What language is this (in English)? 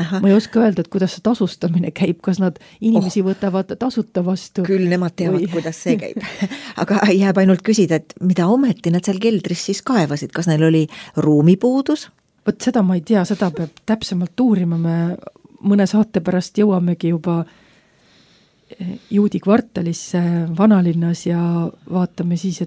Estonian